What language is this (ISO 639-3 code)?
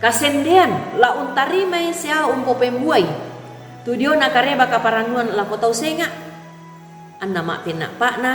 sda